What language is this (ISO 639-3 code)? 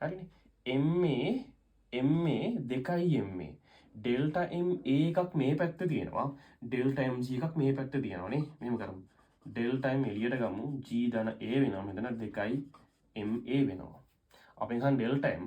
sin